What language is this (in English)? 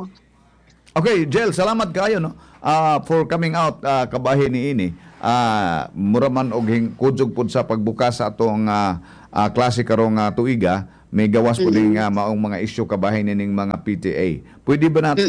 Cebuano